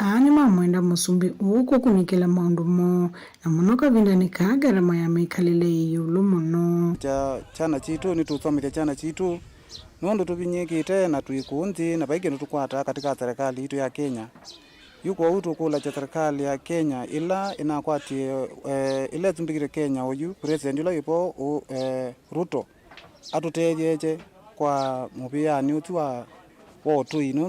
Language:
Kamba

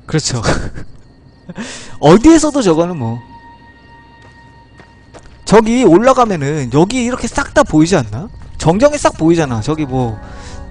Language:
Korean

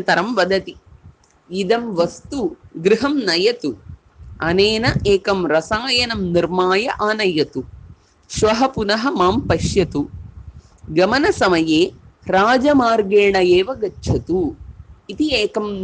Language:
Sanskrit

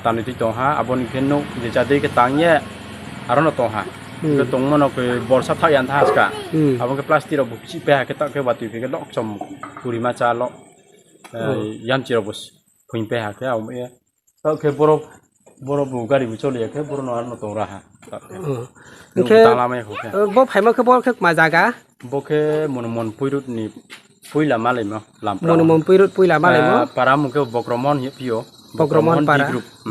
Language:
Riang (India)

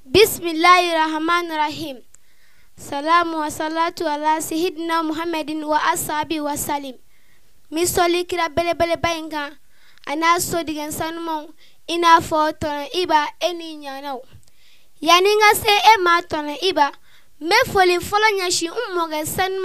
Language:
Bambara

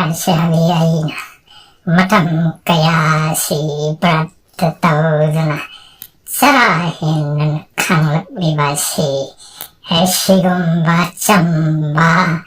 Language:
Manipuri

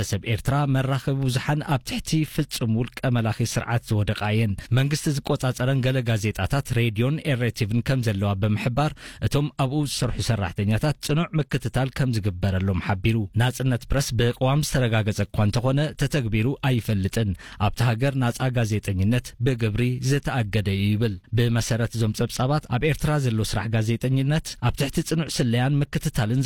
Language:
Tigrinya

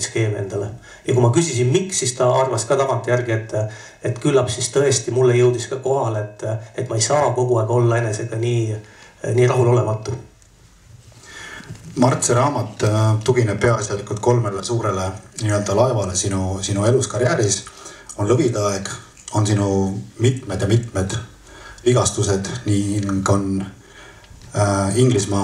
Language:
Estonian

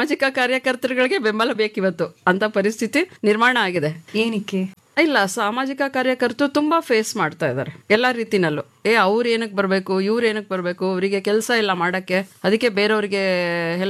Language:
Kannada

